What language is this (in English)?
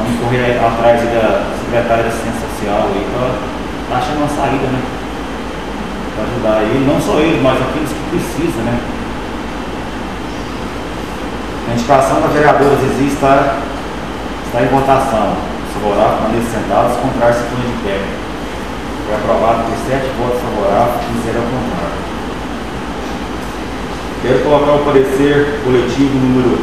Portuguese